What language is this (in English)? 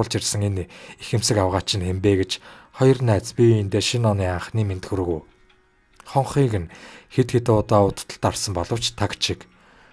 Mongolian